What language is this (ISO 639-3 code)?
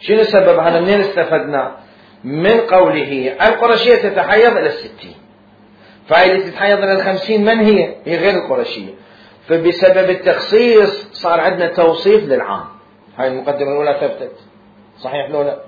acm